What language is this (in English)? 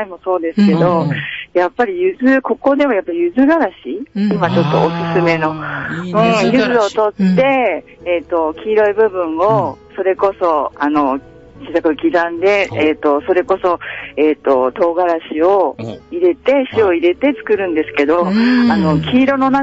Japanese